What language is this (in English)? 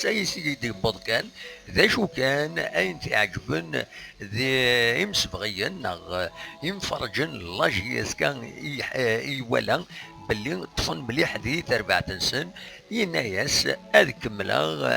Kabyle